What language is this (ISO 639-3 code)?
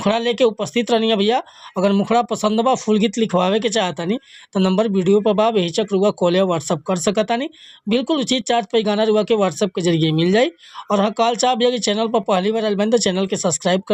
bho